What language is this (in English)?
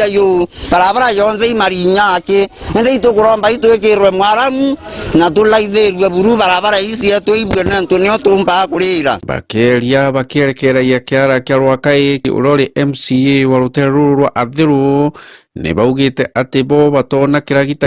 Meru